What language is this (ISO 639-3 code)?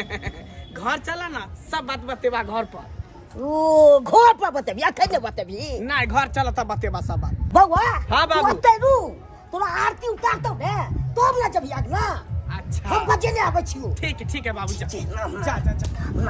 mai